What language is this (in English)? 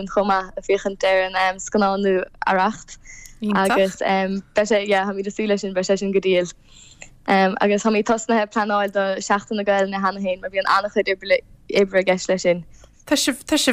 Irish